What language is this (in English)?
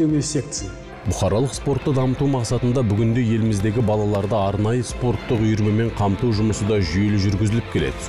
Kazakh